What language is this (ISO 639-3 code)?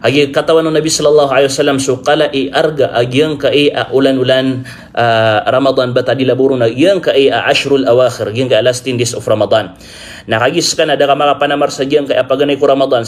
mrw